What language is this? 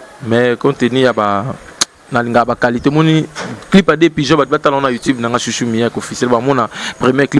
Lingala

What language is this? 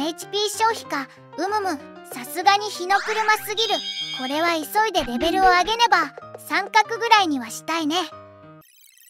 Japanese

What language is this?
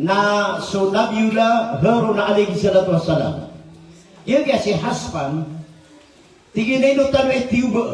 Maranao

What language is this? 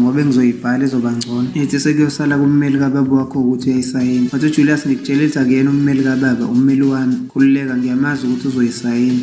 Zulu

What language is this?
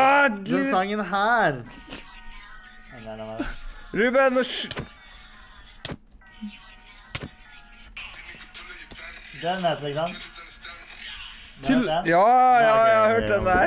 Norwegian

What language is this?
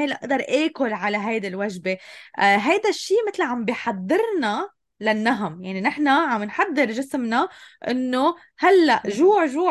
North Levantine Arabic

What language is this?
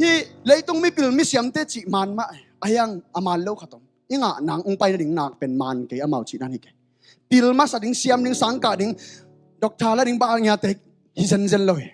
Tedim Chin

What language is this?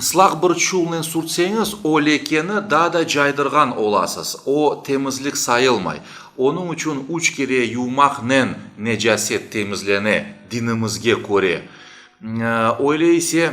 Crimean Tatar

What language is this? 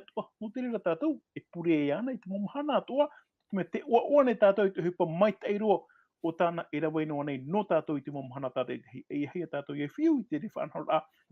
Tahitian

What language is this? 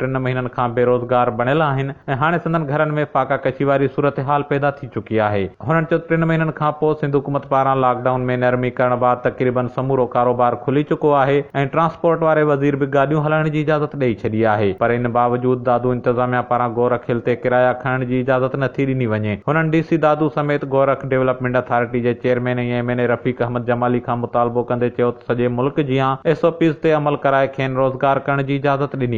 Sindhi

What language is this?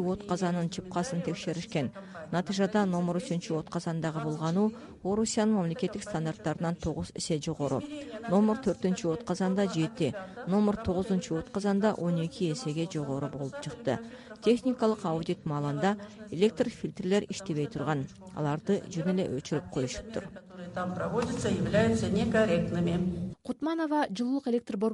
Kyrgyz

